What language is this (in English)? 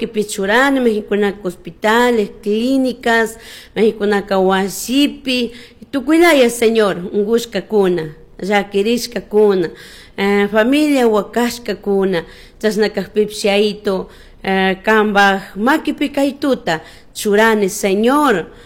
Chimborazo Highland Quichua